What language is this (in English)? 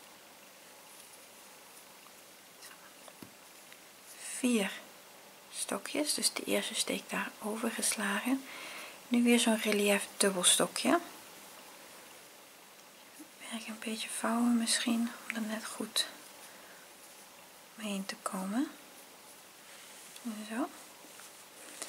Dutch